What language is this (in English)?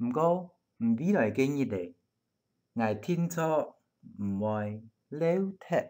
Hakka Chinese